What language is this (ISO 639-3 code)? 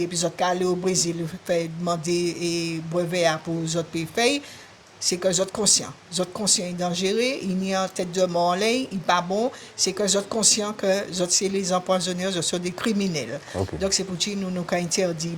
gcf